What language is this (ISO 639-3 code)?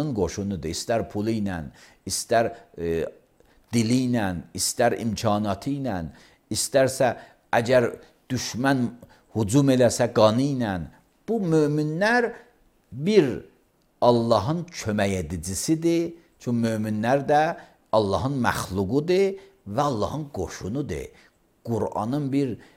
aze